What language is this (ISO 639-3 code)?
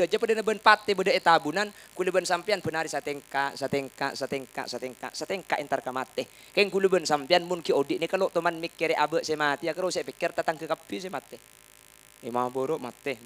mad